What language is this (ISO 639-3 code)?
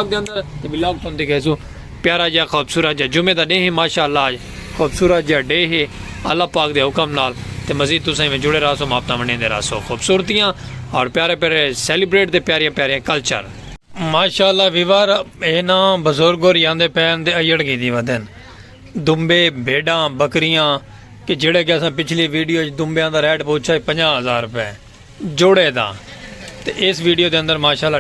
skr